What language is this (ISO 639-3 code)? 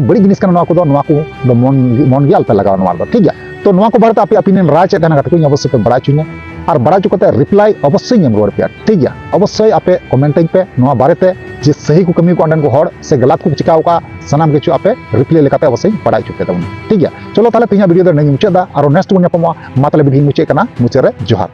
sat